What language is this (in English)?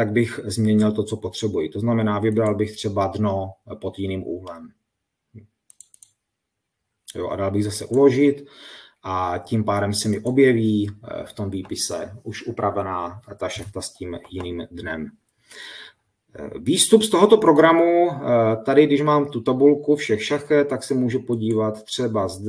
Czech